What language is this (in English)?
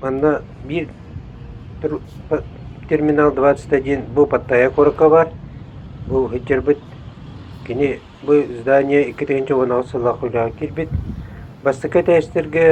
Yakut